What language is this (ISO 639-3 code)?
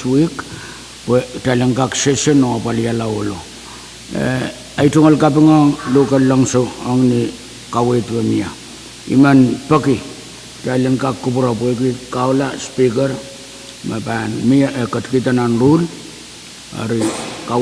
pon